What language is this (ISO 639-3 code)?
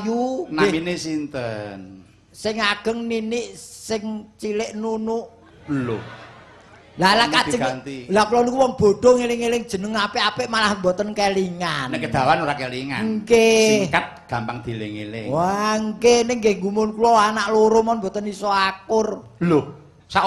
jav